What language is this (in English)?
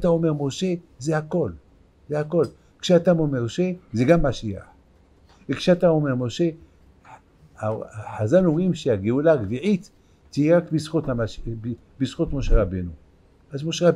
Hebrew